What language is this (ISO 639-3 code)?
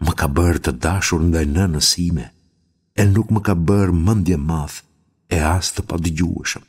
sqi